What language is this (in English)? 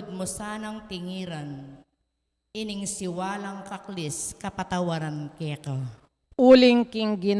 Pampanga